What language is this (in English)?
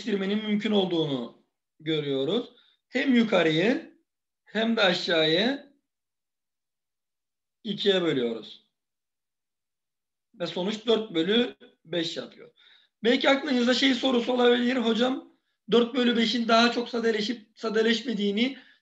Turkish